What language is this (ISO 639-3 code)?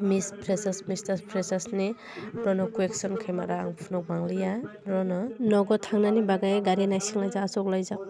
trp